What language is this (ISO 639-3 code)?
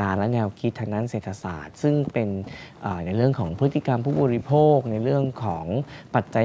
tha